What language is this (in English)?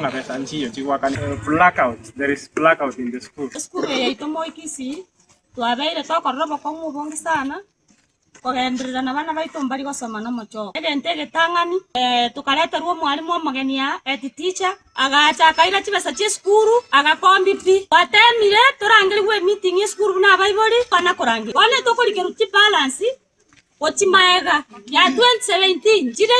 Gusii